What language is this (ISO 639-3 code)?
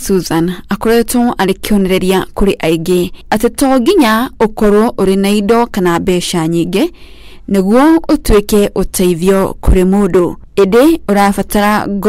kik